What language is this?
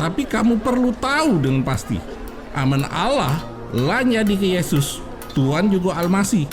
Musi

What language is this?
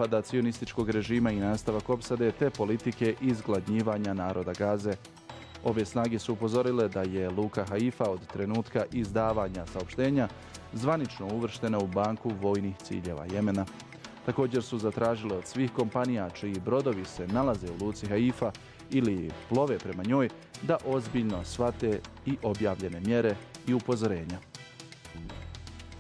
Bosnian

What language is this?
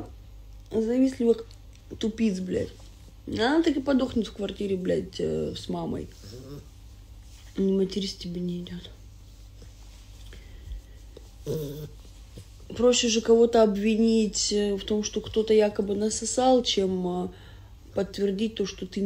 Russian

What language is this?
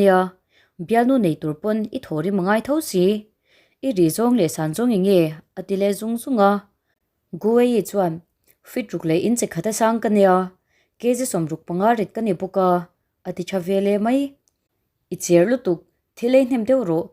Mizo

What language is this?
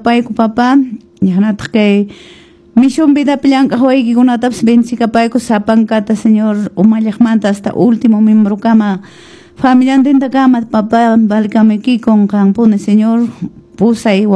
Quechua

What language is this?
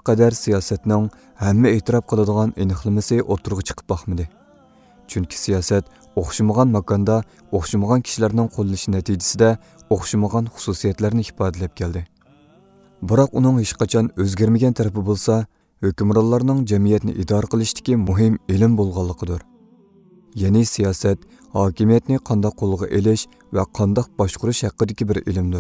Uyghur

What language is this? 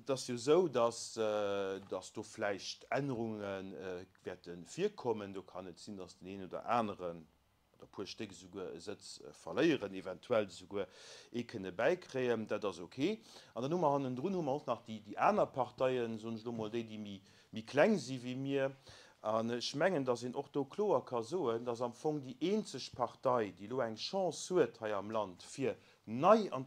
Luxembourgish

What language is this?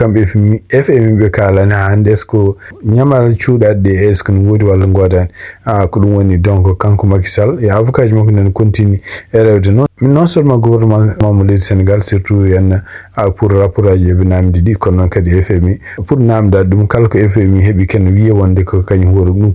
Fula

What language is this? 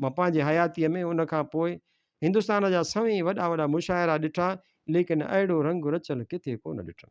Sindhi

